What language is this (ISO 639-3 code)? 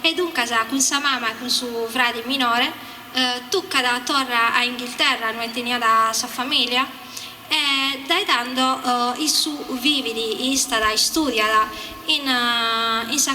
srd